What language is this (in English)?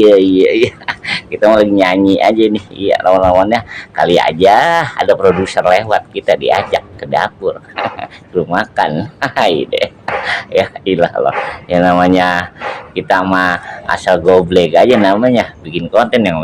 Betawi